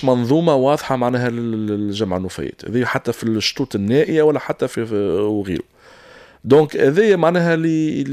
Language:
Tunisian Arabic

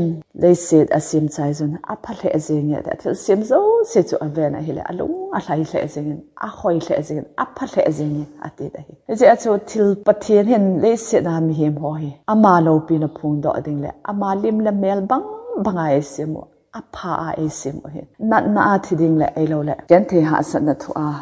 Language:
Thado Chin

